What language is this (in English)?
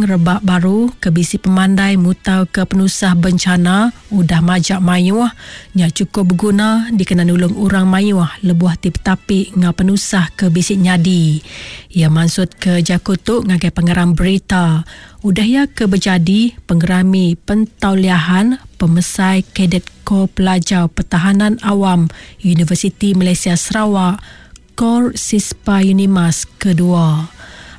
Iban